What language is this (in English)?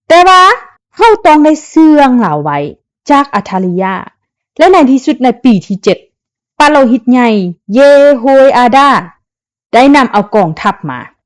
Lao